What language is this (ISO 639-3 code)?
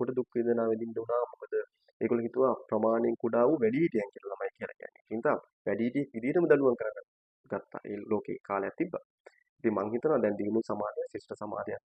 sin